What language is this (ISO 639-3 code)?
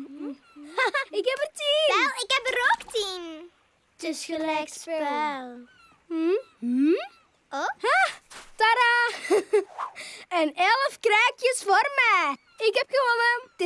nld